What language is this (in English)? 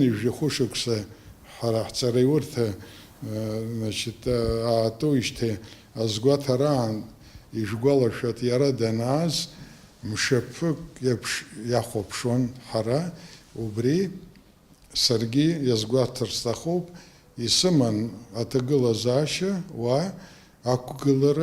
Abkhazian